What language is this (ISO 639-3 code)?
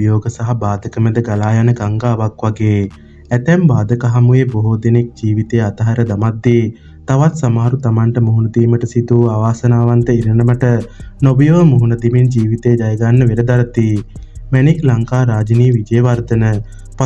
sin